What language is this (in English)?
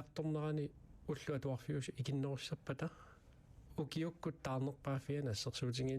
Kalaallisut